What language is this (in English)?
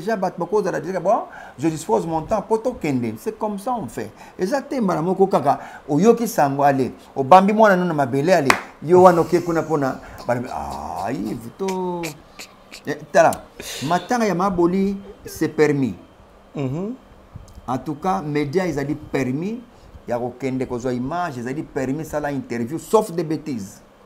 Lingala